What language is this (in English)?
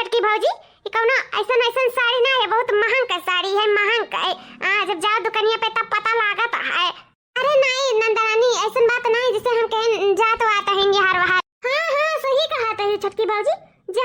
Awadhi